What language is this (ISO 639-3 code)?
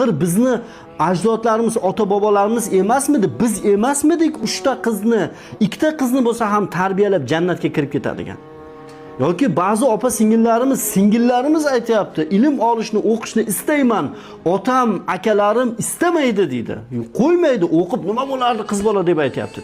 uzb